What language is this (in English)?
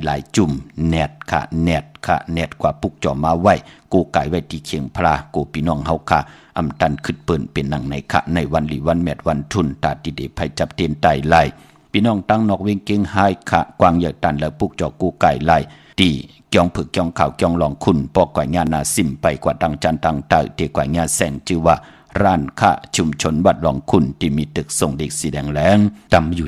Shan